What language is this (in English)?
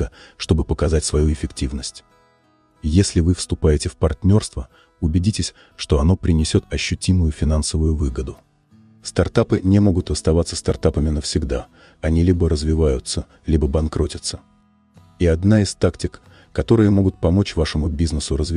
Russian